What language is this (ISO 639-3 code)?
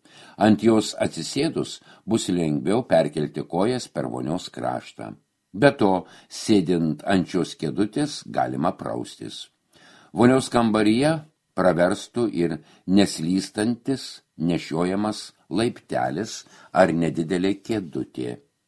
lit